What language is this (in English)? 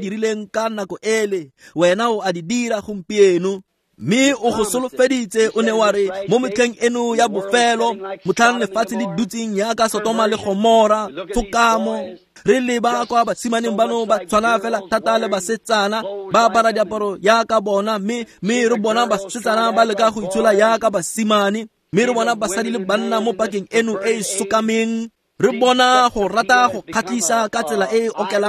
Tswana